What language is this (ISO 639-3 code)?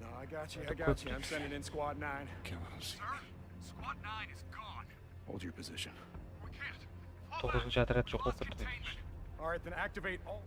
kaa